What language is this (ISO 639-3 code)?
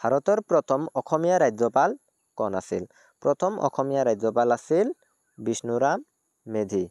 asm